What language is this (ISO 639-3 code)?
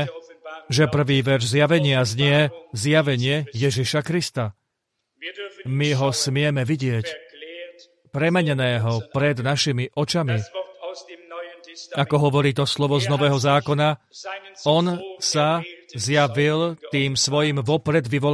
slk